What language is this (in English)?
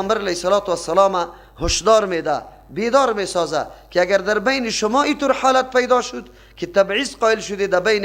Persian